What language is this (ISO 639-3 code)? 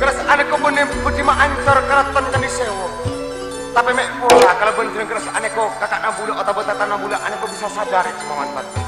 mad